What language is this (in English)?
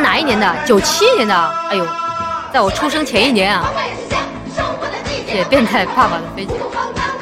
Chinese